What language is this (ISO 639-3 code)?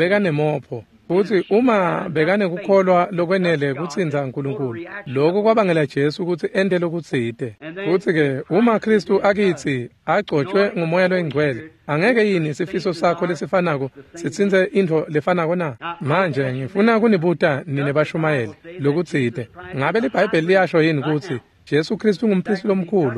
ssw